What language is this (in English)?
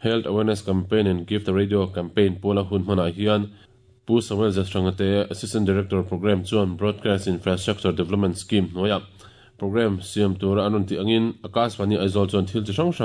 Mizo